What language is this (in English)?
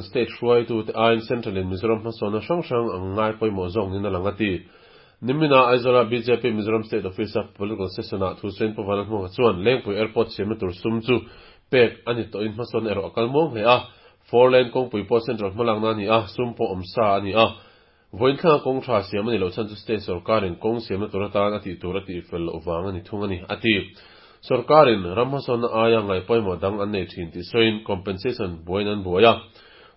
Mizo